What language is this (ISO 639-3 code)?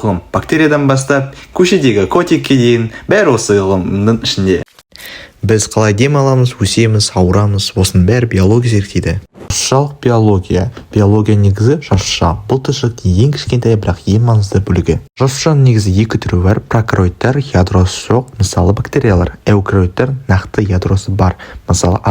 kaz